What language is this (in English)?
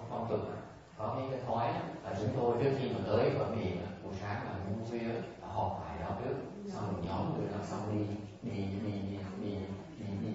Vietnamese